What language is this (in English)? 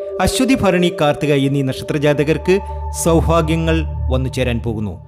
Malayalam